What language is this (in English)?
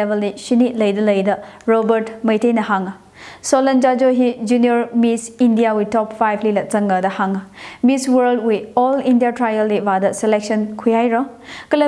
Tangkhul Naga (India)